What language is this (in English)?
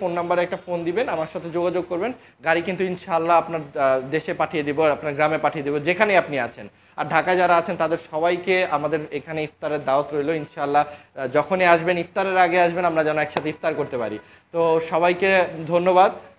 Bangla